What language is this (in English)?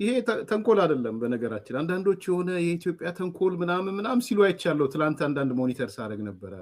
Amharic